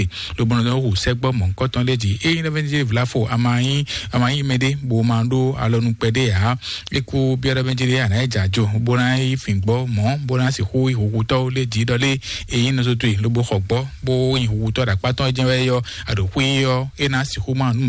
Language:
Fon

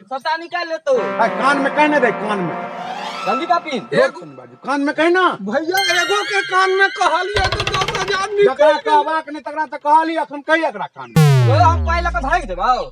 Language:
Maithili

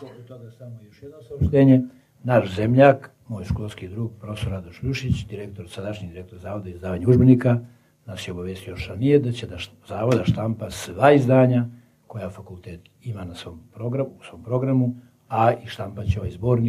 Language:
Serbian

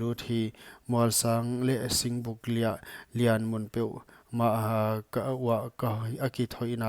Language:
Paite Chin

